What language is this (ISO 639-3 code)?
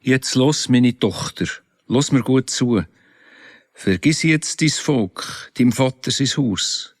gsw